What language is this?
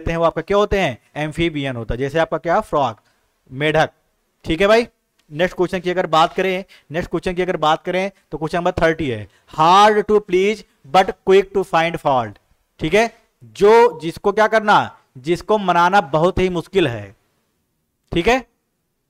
Hindi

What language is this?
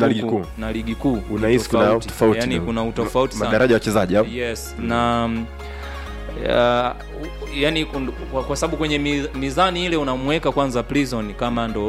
Swahili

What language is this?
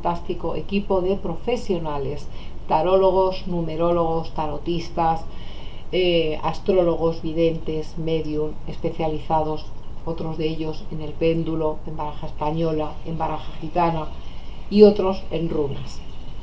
Spanish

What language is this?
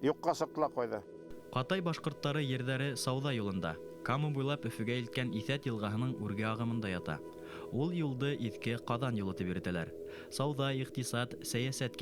Bashkir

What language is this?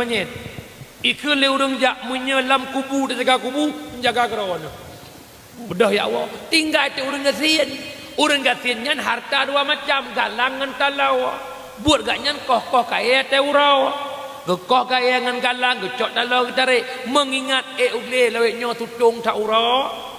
Achinese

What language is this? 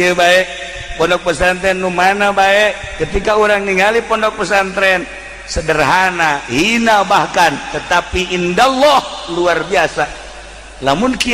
Sundanese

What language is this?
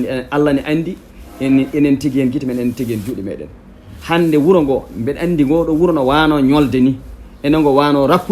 Fula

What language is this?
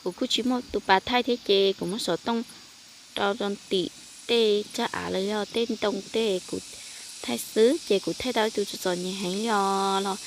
Hmong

